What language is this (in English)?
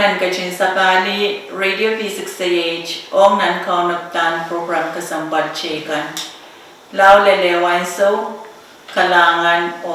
Pohnpeian